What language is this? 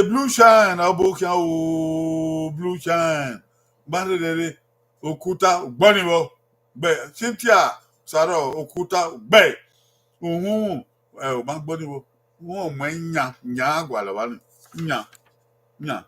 Bini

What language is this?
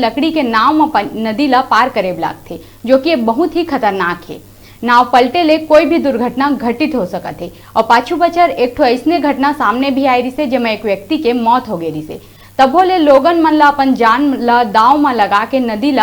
Chhattisgarhi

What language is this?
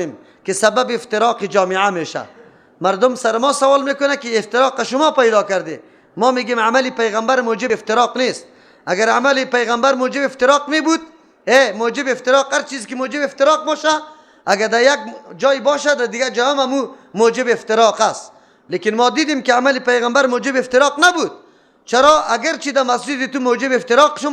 Persian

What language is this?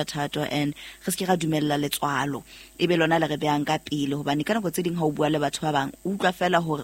Southern Sotho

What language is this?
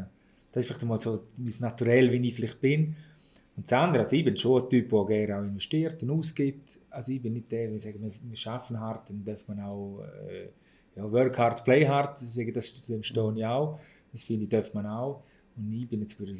Swiss German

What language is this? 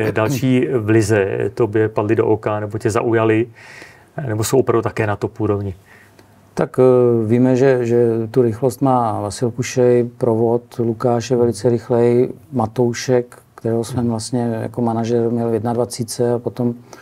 Czech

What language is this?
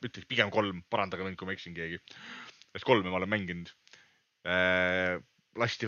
Estonian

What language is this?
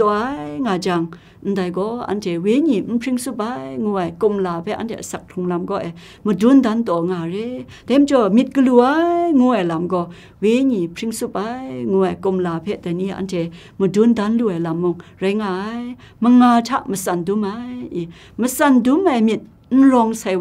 Kachin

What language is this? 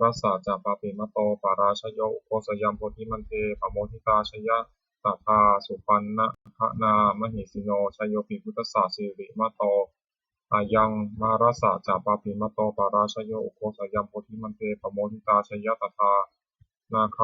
Pali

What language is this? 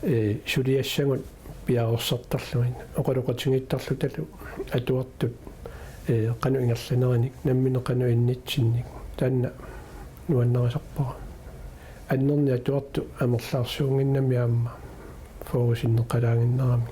Kalaallisut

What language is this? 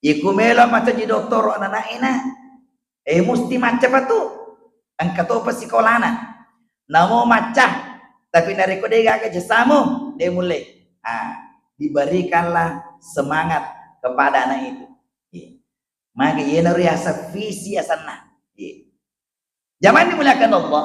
Buginese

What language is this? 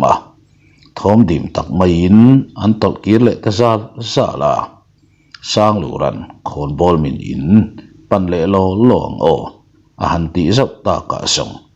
Mizo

